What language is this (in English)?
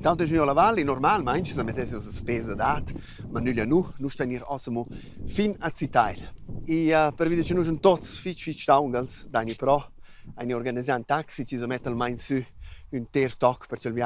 Romansh